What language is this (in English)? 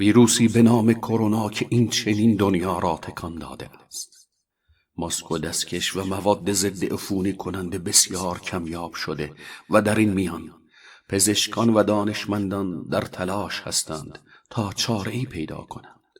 Tajik